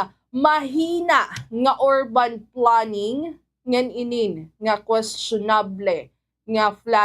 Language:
Waray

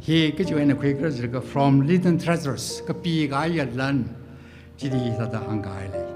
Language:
Tangkhul Naga (India)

